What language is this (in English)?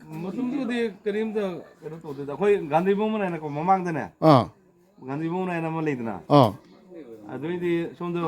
Manipuri